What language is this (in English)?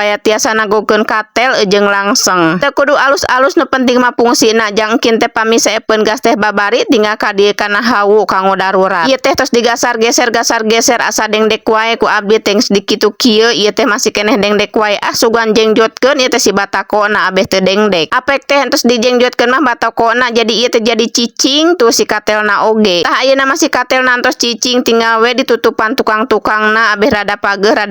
Sundanese